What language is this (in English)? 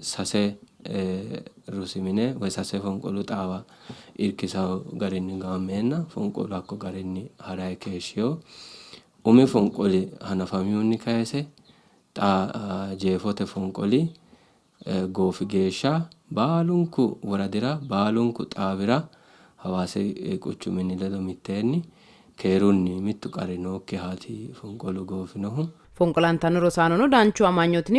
Sidamo